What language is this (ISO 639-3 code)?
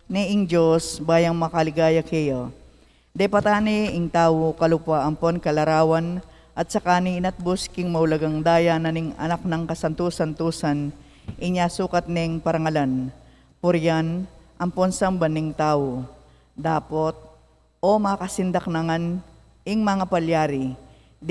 pam